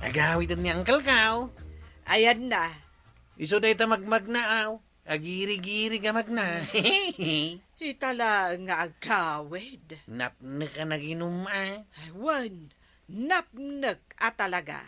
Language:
Iloko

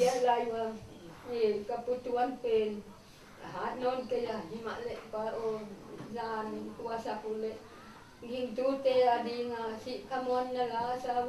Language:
Paite Chin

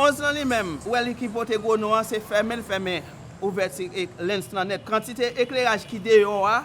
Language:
Haitian Creole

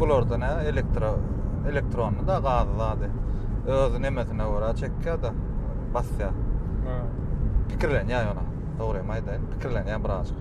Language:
Turkmen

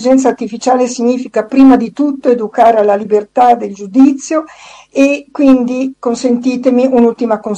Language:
Italian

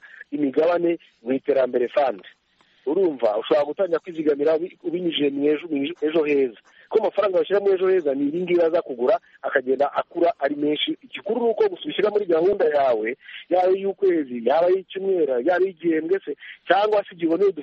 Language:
Kinyarwanda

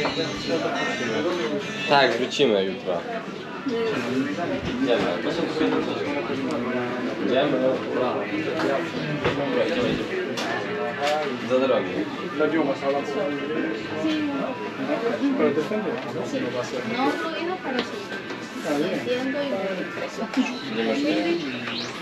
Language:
Finnish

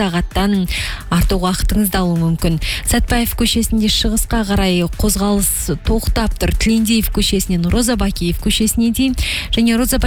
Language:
Kazakh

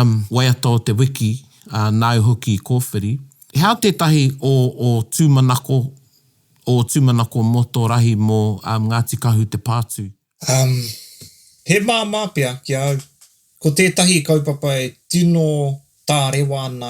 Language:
Māori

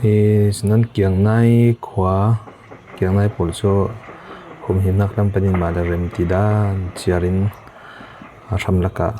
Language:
Falam Chin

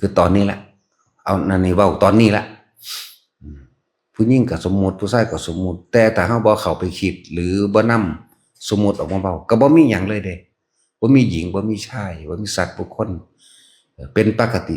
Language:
Northeastern Thai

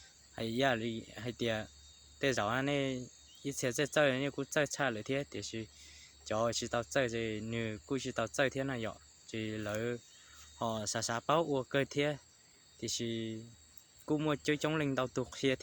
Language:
Hmong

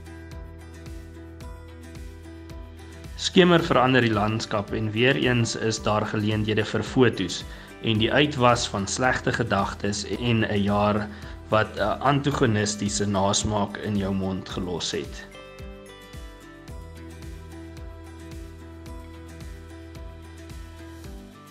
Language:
Afrikaans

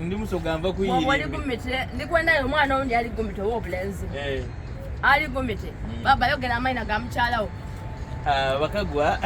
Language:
Soga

